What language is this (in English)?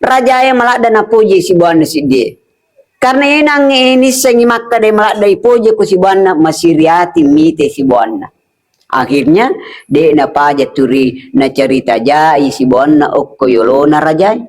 Buginese